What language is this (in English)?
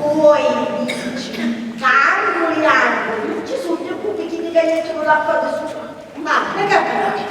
Sicilian